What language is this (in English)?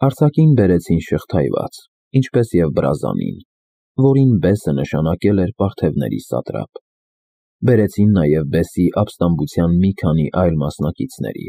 Armenian